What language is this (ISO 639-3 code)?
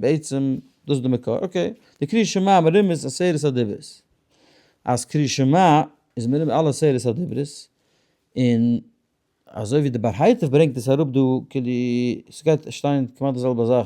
yid